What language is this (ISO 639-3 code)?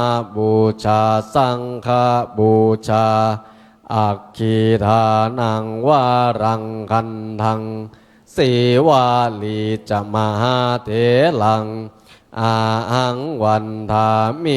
pli